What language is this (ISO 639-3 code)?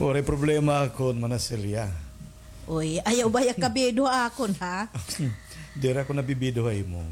war